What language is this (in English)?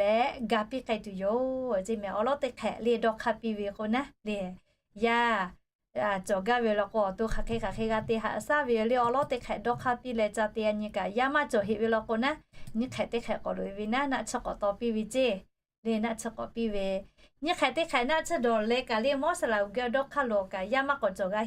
Lahu